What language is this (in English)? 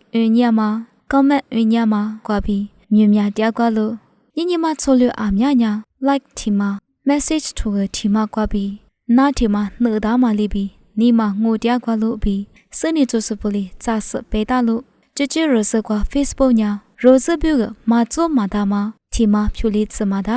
Lisu